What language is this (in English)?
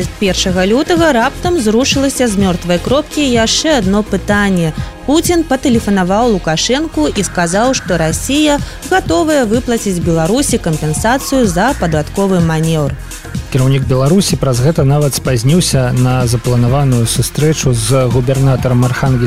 Belarusian